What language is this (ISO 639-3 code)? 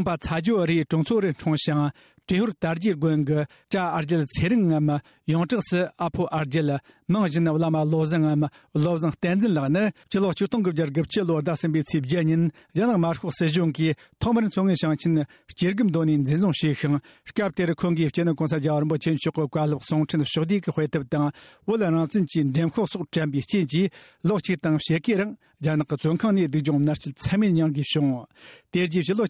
bod